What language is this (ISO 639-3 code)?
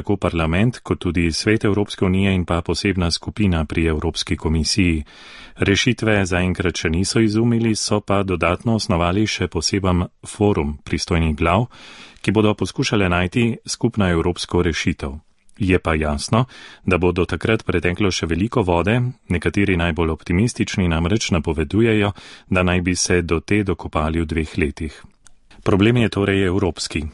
slv